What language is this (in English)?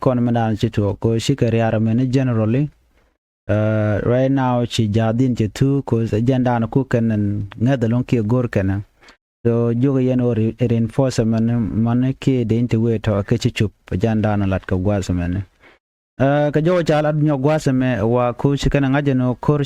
Nuer